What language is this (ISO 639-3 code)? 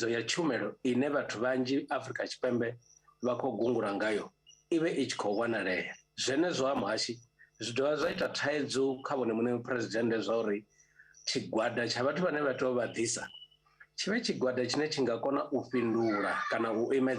ven